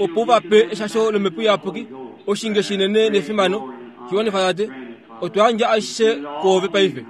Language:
Kuanyama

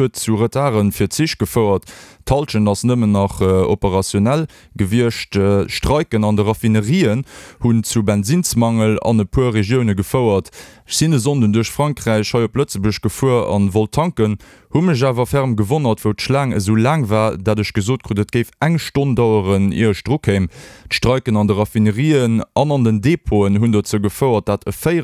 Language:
Luxembourgish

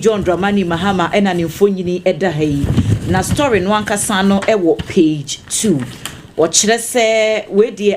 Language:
Akan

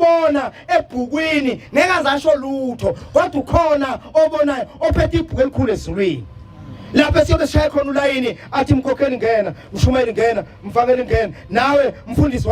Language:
Zulu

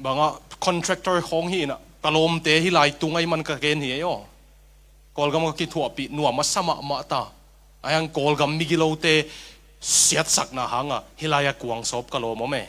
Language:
Tedim Chin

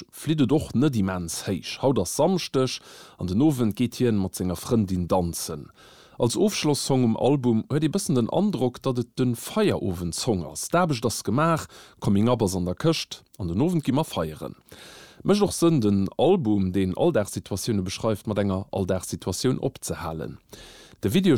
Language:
Luxembourgish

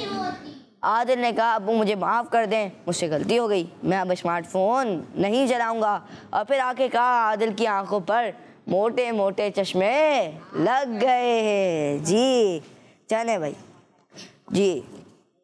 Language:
Hindi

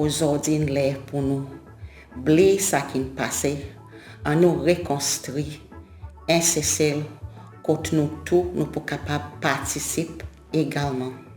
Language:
Seselwa Creole French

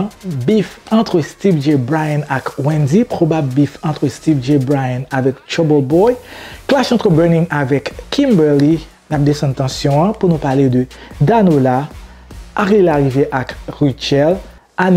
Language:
Haitian Creole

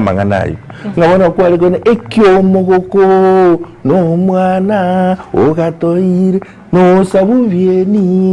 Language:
Gusii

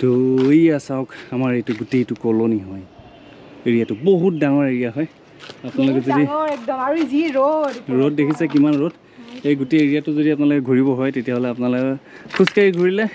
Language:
Assamese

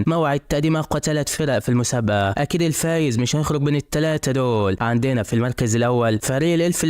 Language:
Egyptian Arabic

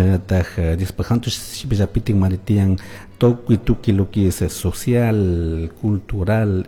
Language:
Chimborazo Highland Quichua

